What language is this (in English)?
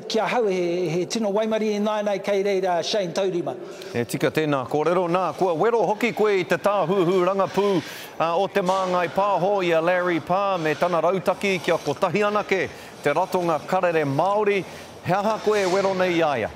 Māori